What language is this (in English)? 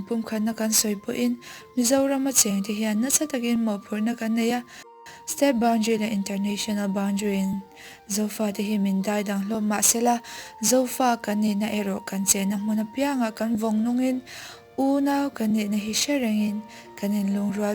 Mizo